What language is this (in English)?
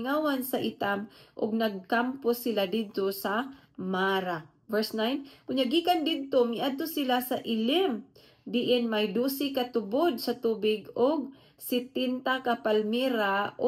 Cebuano